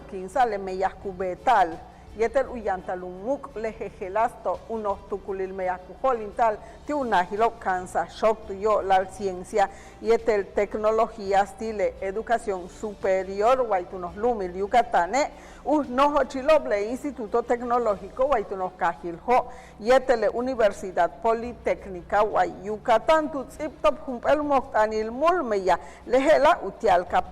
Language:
Yucateco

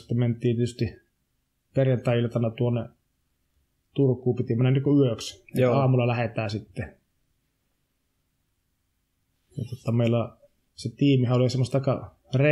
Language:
Finnish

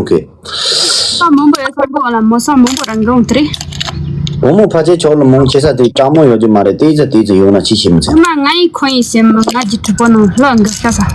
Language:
Tibetan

